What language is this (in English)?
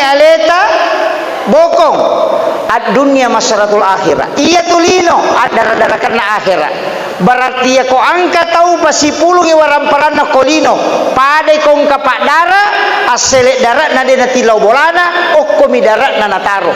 Buginese